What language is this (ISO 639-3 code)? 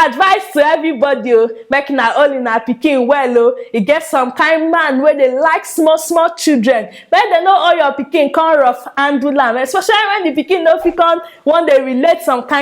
pcm